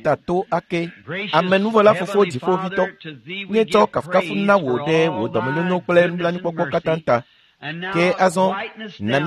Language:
Ewe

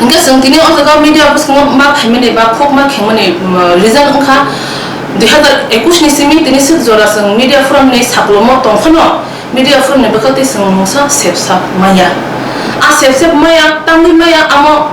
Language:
Riang (India)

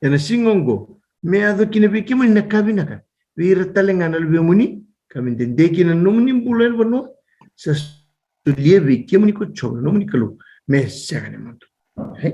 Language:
Fijian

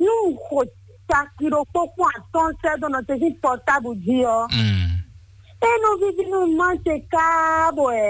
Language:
Fon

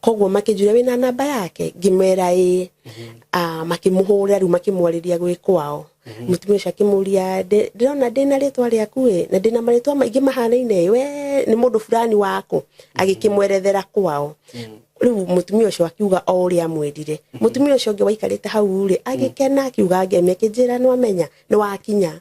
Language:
Kikuyu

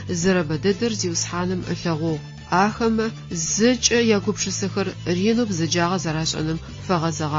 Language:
Adyghe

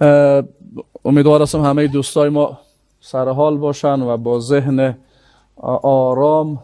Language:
Persian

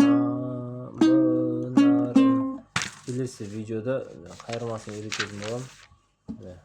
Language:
Kazakh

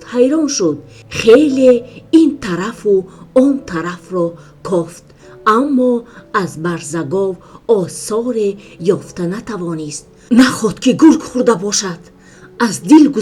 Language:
Tajik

